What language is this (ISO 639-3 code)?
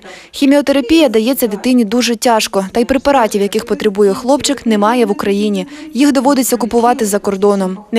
ukr